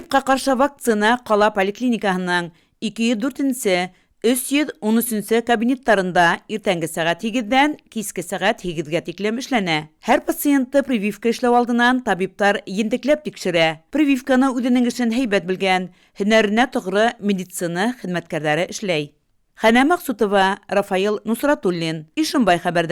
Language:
Bashkir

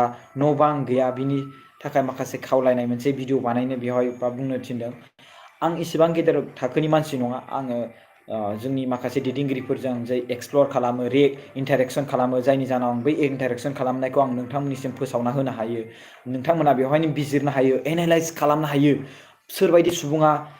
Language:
Bodo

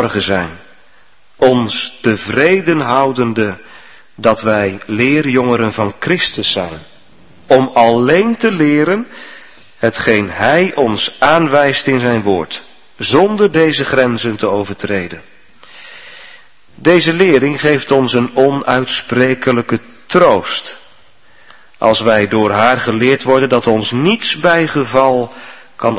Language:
Dutch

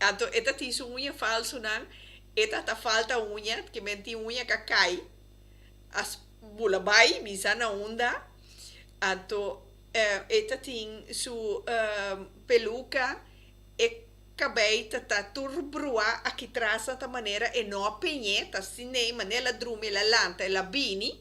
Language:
Papiamento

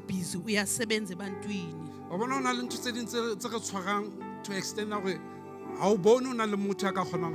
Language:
Southern Sotho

